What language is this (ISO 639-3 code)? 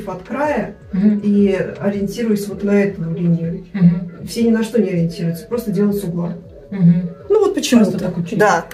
rus